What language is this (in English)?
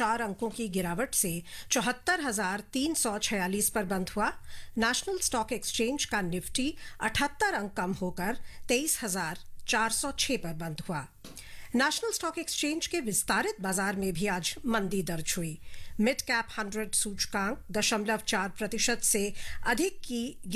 Hindi